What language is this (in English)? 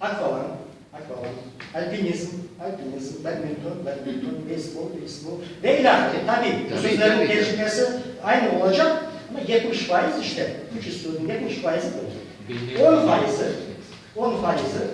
Crimean Tatar